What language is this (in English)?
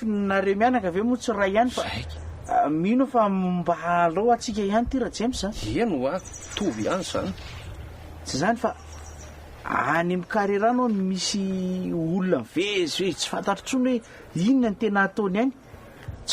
Malagasy